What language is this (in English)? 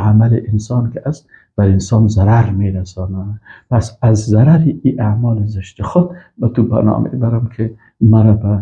Persian